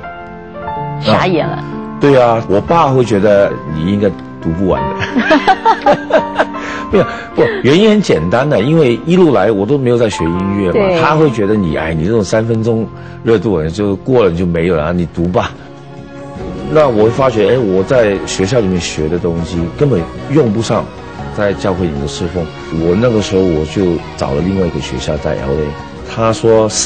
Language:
Chinese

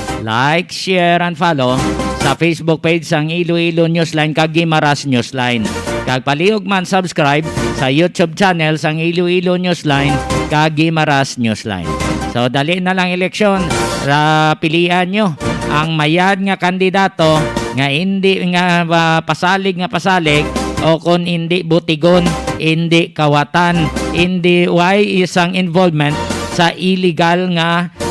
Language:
Hiligaynon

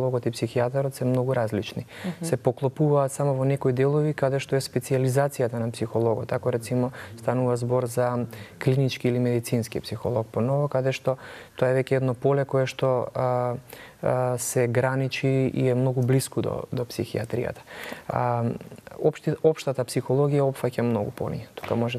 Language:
Macedonian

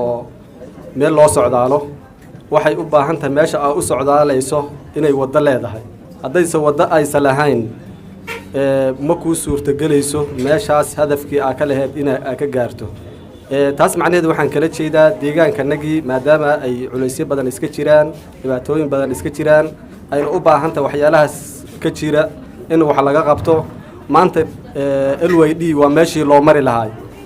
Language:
Somali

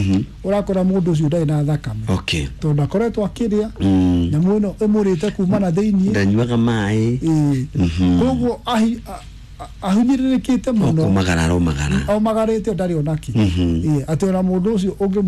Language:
Kikuyu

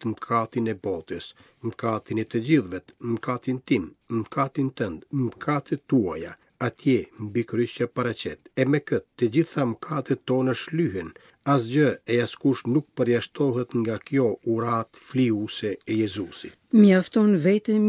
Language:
Albanian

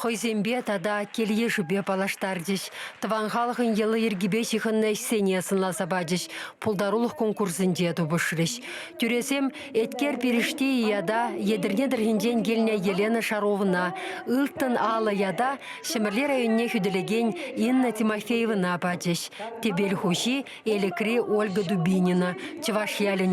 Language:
Chuvash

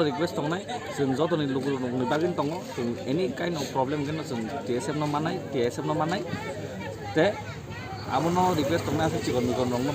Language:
Kok Borok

